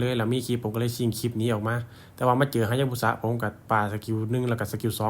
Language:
Lao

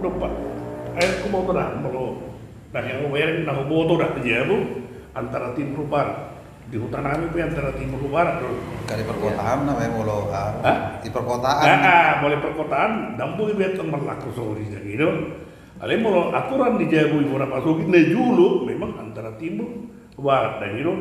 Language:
Batak Toba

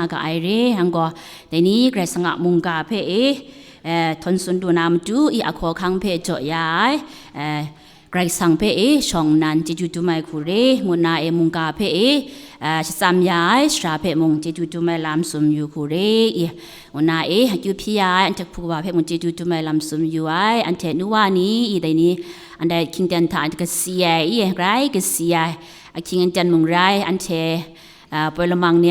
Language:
Kachin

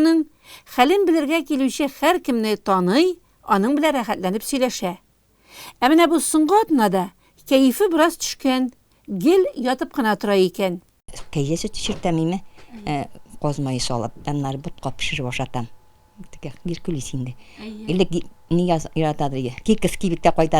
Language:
Tatar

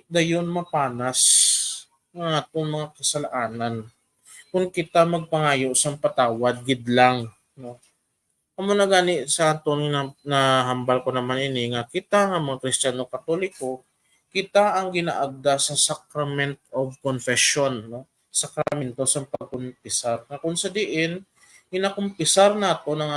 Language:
Hiligaynon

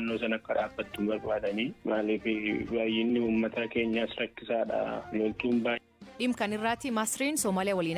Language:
Oromo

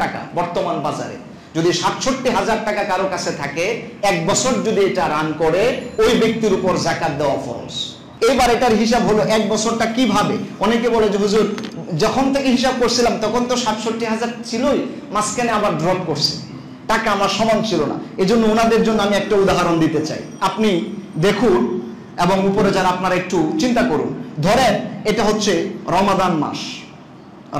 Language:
Bangla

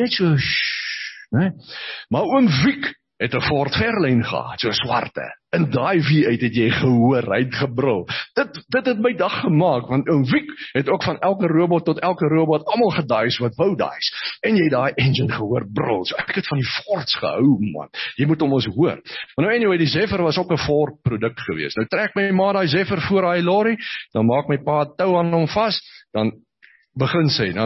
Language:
Afrikaans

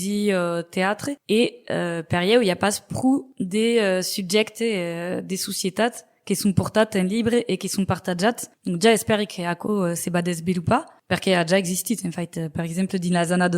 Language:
Occitan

